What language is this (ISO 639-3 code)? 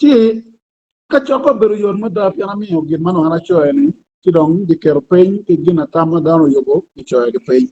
ach